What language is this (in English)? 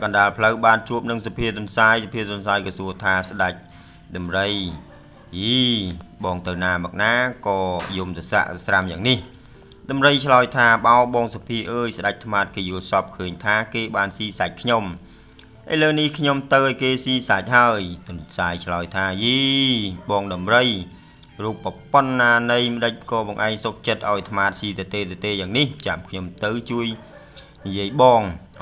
Khmer